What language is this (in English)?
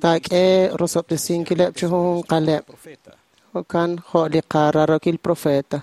Kekchí